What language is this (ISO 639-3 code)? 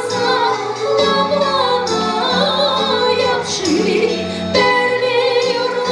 chv